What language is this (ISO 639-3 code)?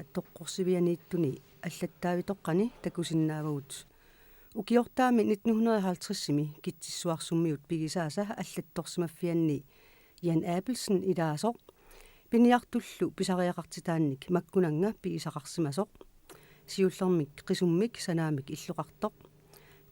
kal